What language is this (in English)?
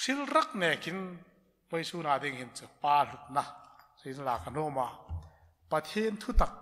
Hmar